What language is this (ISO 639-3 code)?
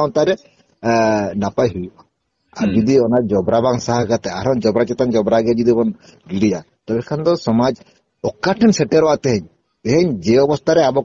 sat